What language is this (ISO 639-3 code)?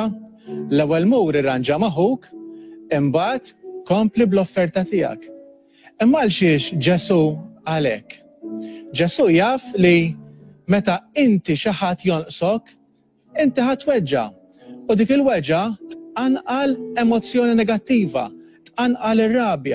mlt